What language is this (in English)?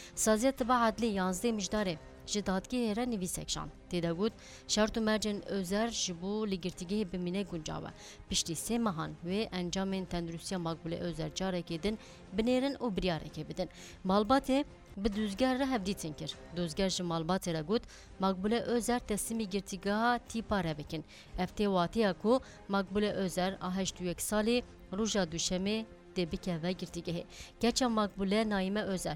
Kurdish